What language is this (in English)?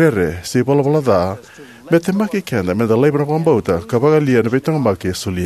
Fijian